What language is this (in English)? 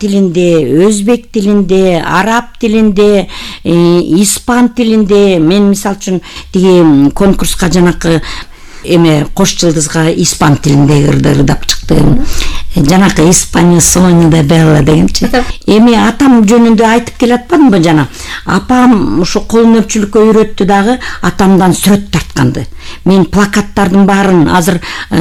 Kyrgyz